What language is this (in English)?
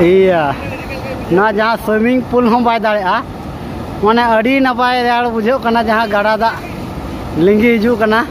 Santali